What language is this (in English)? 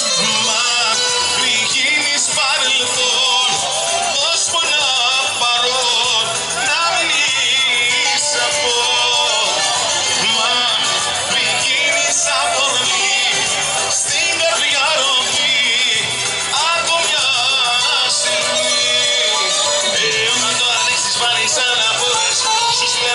Greek